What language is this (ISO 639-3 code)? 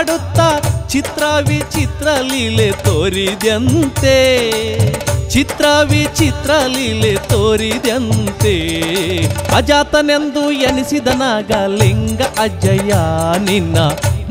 kan